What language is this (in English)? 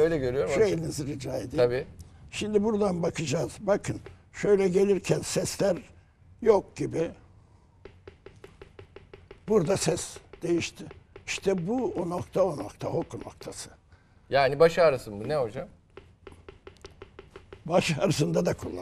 Turkish